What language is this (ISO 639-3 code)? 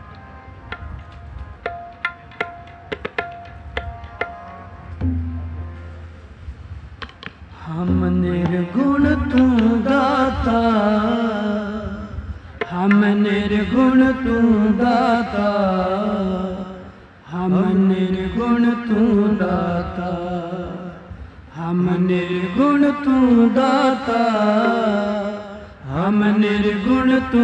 pan